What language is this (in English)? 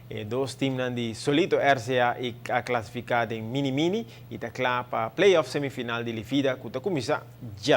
Papiamento